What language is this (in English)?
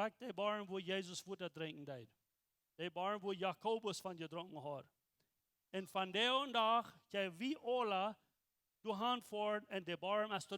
Plautdietsch